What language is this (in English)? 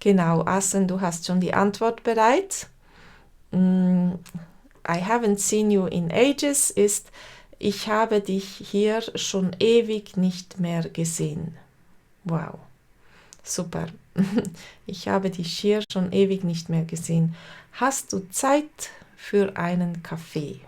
Swiss German